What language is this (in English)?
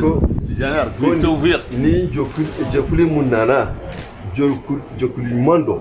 Bambara